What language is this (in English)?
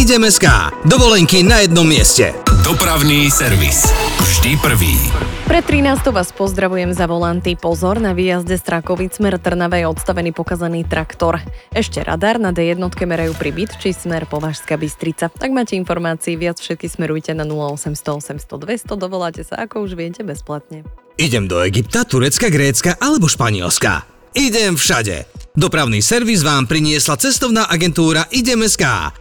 Slovak